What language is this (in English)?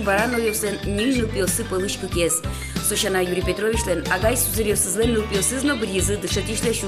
Udmurt